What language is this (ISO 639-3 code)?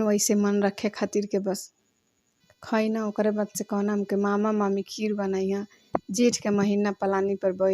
bho